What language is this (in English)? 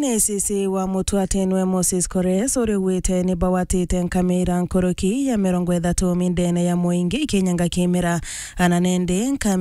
Meru